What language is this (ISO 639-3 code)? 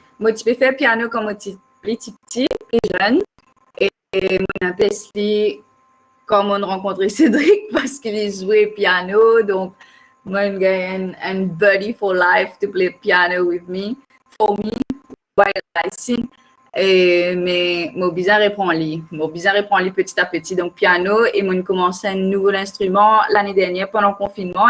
mfe